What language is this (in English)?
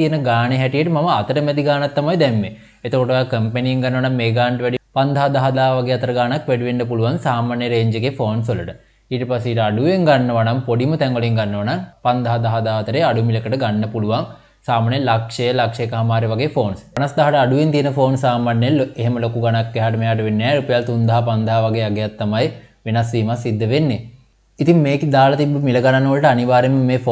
Sinhala